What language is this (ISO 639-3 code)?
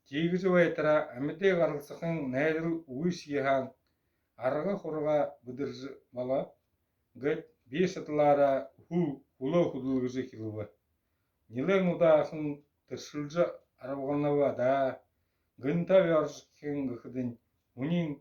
bua